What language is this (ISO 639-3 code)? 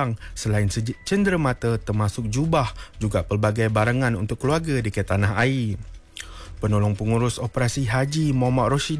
msa